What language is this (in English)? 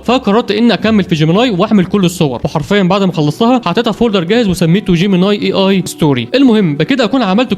Egyptian Arabic